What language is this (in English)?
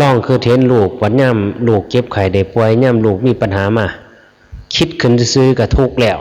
Northeastern Thai